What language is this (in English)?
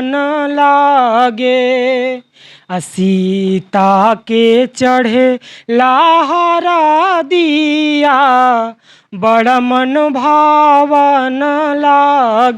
Bhojpuri